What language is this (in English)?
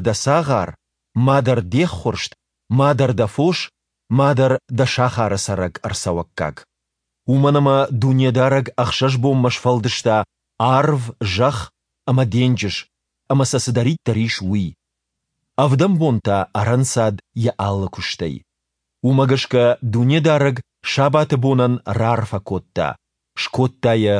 Ossetic